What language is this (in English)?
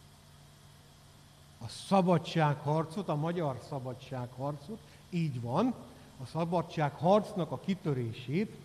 Hungarian